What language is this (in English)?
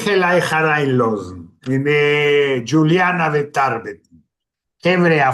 Yiddish